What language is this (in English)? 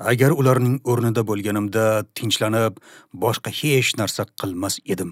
Uzbek